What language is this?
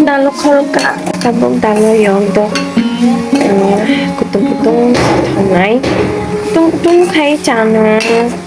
Kok Borok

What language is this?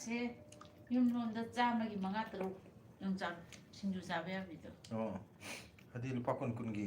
Manipuri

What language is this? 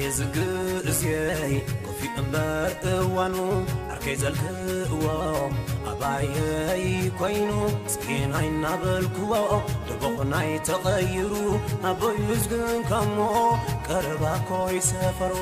Tigrinya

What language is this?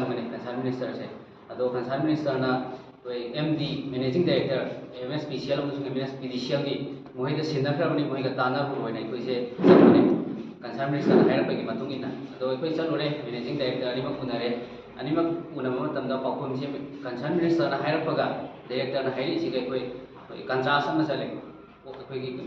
Manipuri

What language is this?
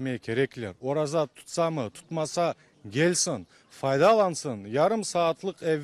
Crimean Tatar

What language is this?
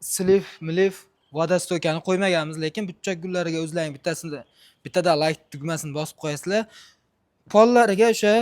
Uzbek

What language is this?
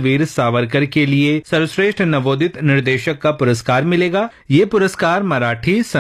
Hindi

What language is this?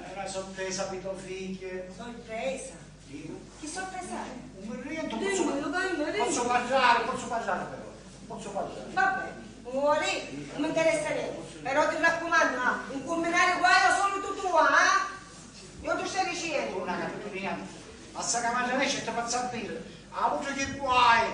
Sicilian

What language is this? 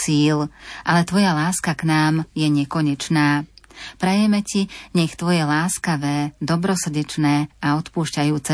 Slovak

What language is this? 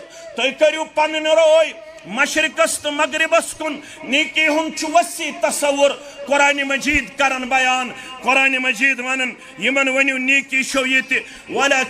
Kashmiri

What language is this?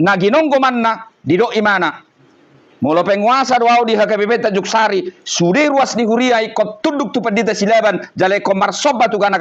Batak Toba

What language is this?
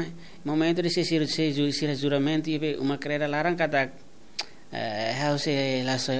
Tetum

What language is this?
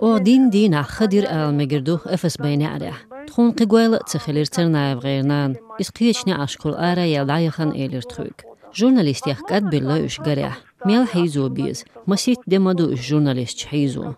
Chechen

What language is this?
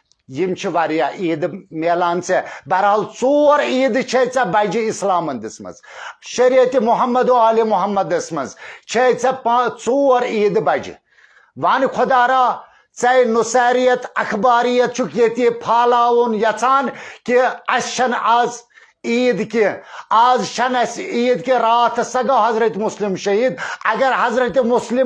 Kashmiri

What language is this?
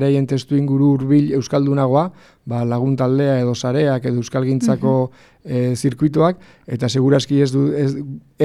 Basque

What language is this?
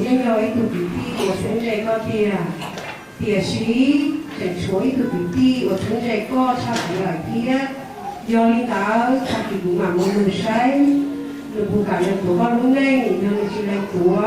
Hmong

